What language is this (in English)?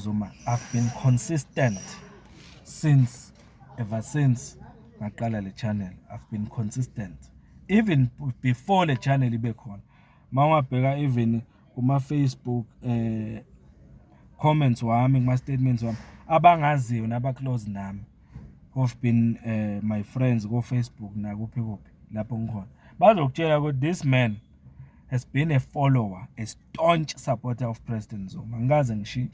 Zulu